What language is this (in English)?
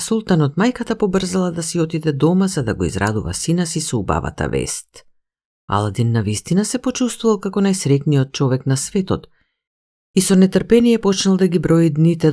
Macedonian